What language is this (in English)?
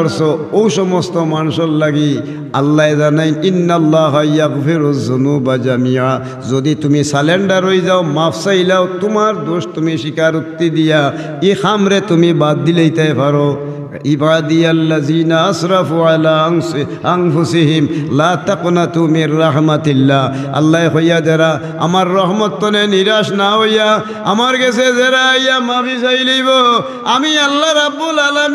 Sylheti